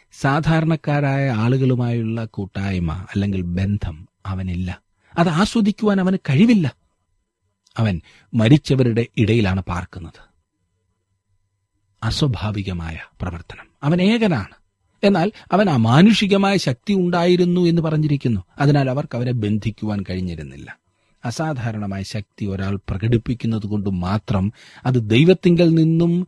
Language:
Malayalam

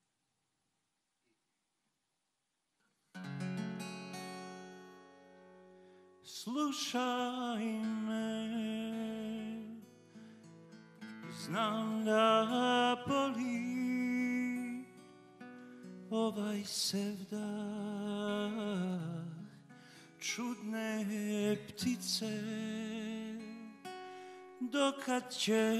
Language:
Bosnian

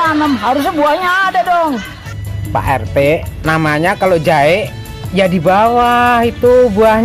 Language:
Betawi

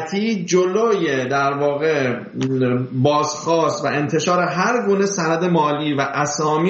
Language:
Persian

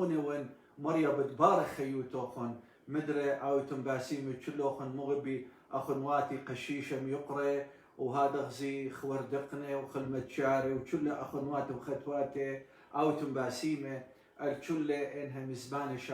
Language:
Assyrian Neo-Aramaic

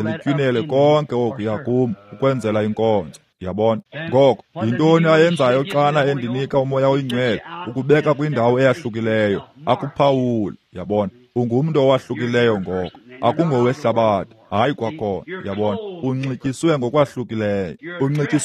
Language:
Xhosa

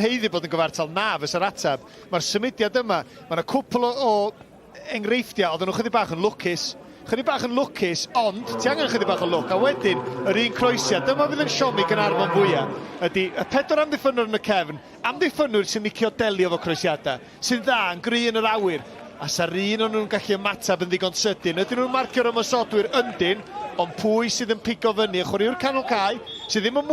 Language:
Welsh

